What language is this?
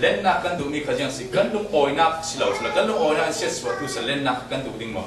Falam Chin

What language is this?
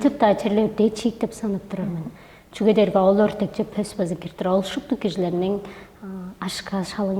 Tuvinian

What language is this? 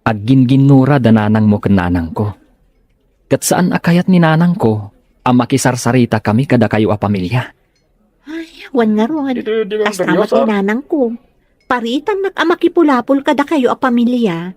Iloko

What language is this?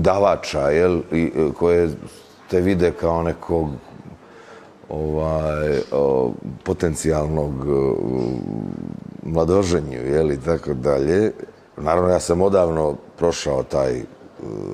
Serbian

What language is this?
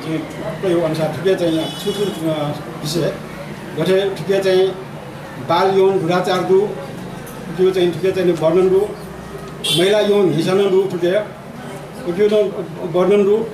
Newari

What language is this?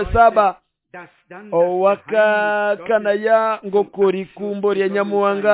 Nande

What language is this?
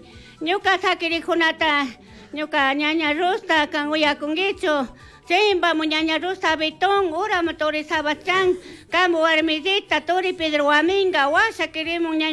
Chimborazo Highland Quichua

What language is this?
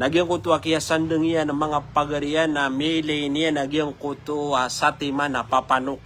Maranao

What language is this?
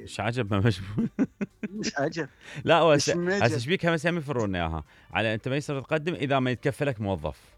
Mesopotamian Arabic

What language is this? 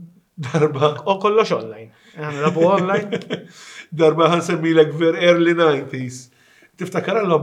Maltese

